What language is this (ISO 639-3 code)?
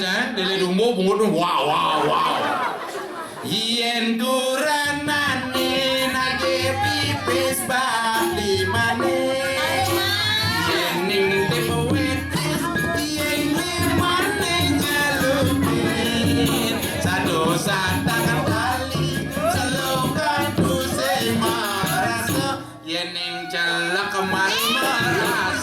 ban